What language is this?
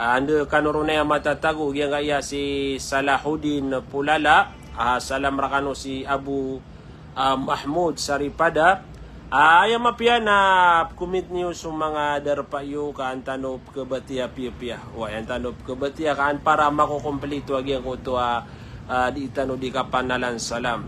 Maranao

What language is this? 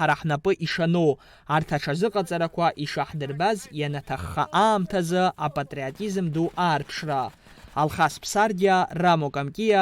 Abkhazian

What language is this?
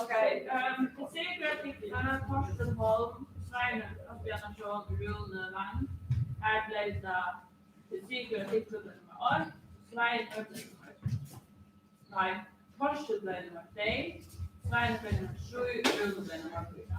Faroese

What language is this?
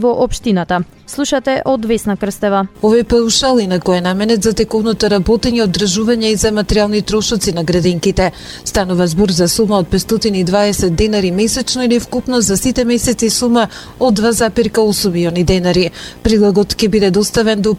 Macedonian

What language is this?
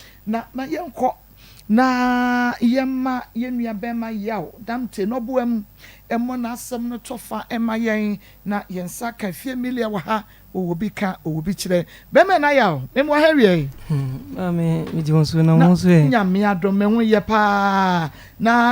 Akan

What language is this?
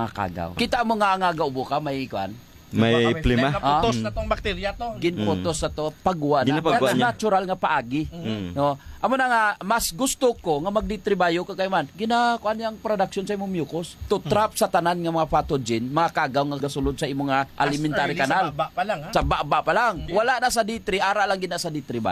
Hiligaynon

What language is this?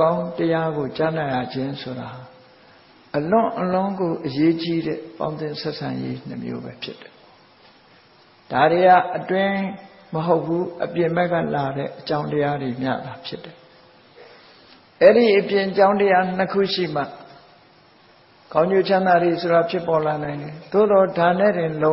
Burmese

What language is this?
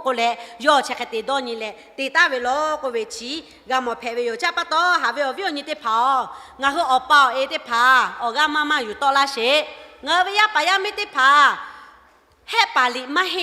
Lahu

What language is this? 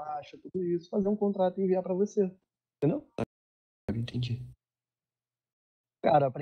Portuguese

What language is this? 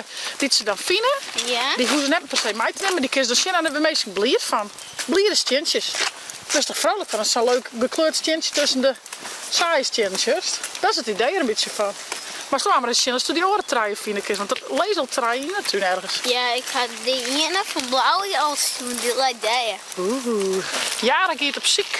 Western Frisian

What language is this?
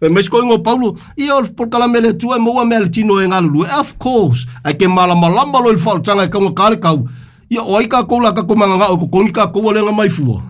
Samoan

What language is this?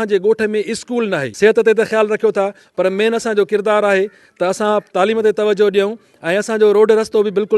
Sindhi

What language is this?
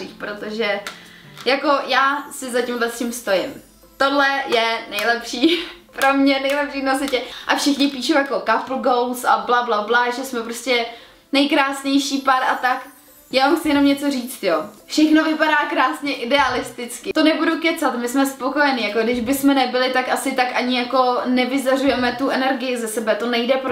Czech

